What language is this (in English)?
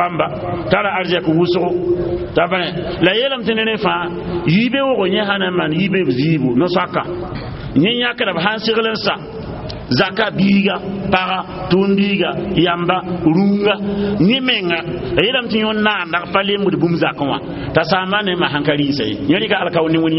Mossi